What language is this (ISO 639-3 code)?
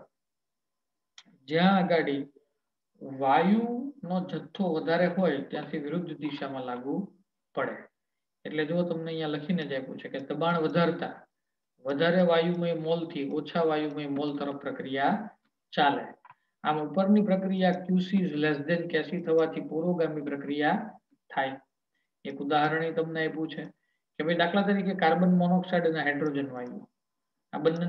guj